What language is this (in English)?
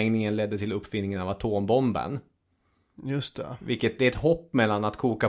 Swedish